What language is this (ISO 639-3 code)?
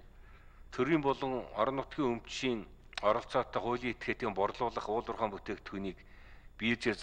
mon